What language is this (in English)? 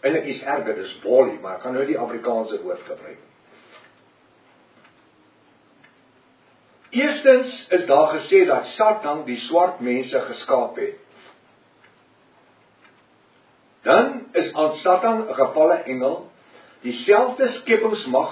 Afrikaans